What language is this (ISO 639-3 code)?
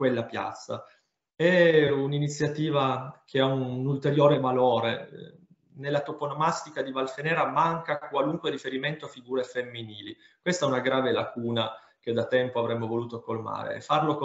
ita